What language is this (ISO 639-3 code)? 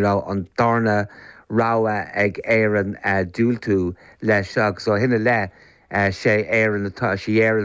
gle